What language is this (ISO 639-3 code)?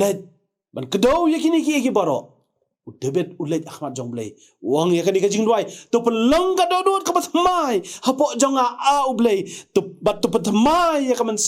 kha